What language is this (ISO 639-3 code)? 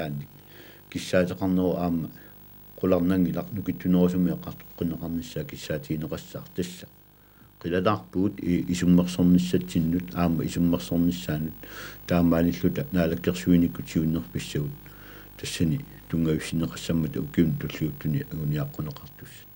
kal